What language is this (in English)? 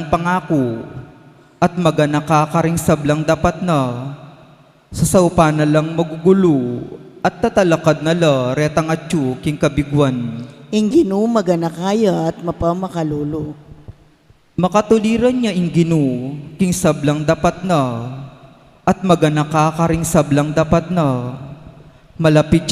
Pampanga